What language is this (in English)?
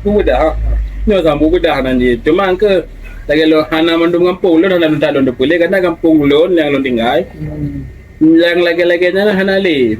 Achinese